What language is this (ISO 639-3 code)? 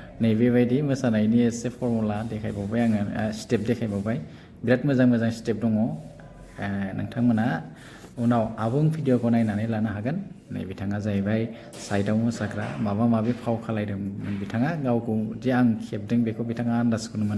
brx